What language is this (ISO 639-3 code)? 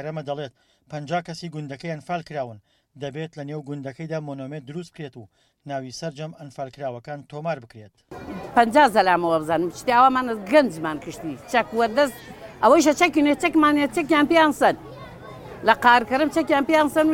ckb